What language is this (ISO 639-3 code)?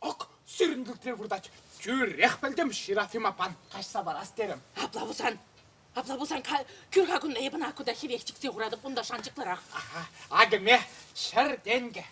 chv